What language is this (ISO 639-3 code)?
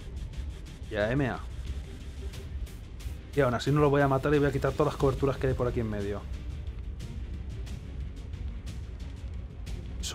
spa